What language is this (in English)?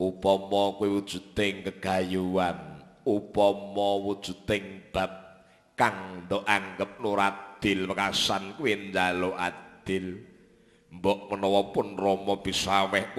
Javanese